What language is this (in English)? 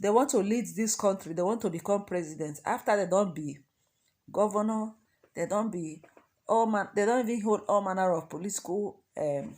Nigerian Pidgin